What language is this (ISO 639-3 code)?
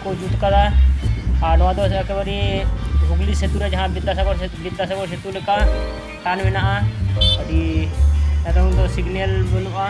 sat